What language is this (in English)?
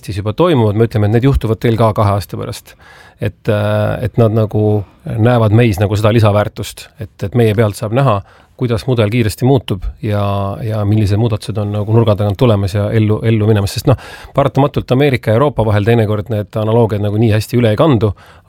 Estonian